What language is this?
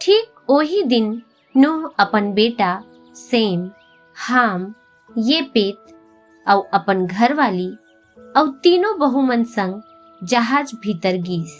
Chhattisgarhi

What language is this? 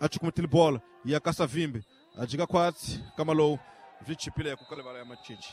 Tsonga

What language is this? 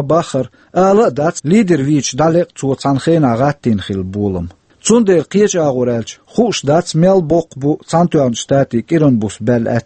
Chechen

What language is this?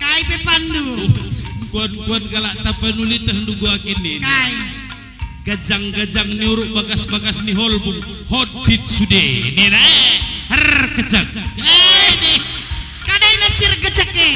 Batak Karo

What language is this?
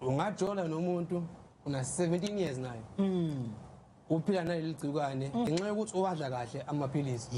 Zulu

